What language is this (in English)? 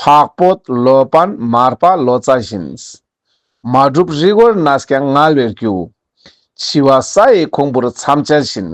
Ladakhi